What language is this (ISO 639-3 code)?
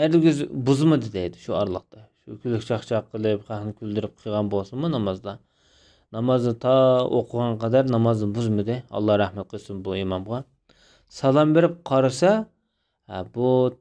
uig